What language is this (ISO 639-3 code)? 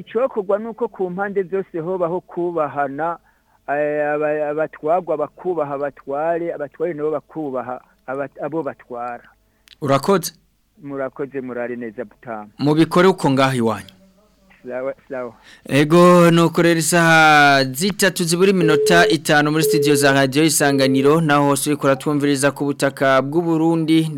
run